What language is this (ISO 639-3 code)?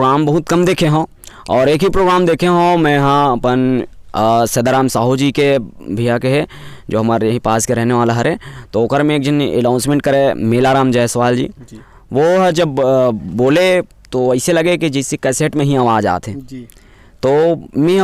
hne